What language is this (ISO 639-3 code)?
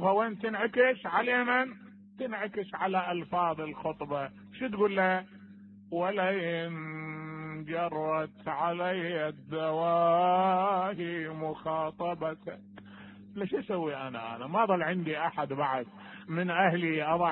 acm